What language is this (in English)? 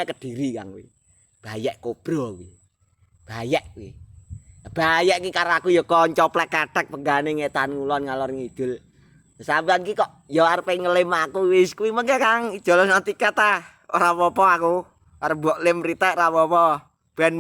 Javanese